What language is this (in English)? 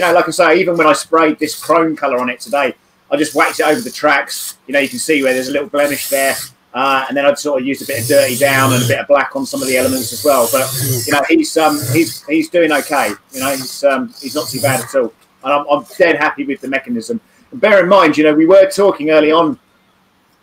English